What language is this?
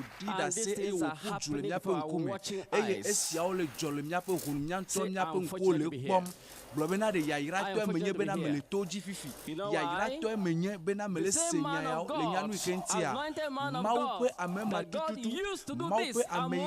Ewe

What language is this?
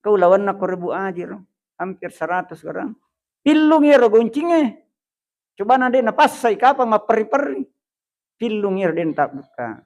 Buginese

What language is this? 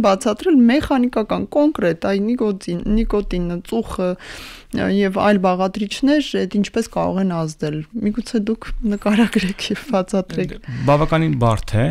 Armenian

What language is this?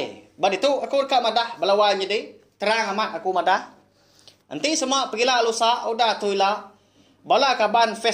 Iban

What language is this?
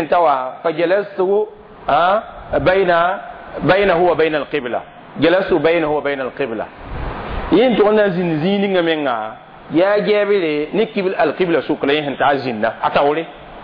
Mossi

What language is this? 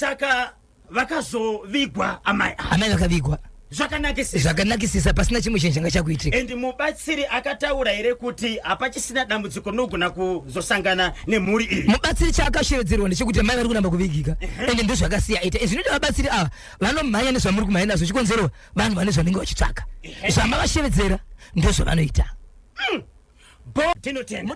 Shona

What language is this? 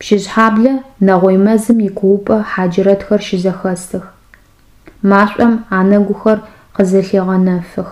Adyghe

